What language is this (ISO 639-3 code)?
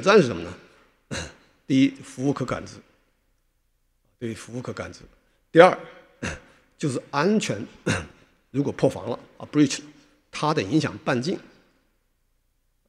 zho